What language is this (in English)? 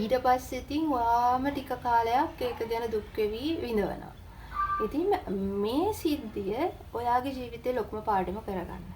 Sinhala